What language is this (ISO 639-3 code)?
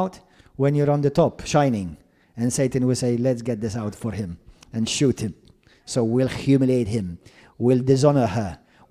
eng